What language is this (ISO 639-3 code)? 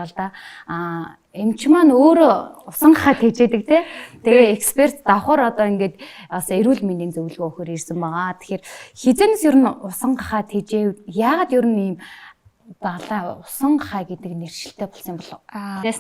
mon